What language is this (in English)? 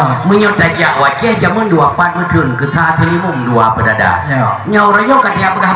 Achinese